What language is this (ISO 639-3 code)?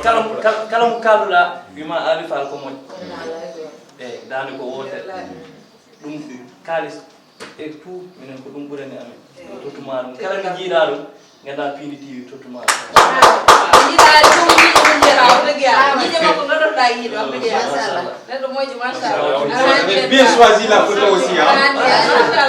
ful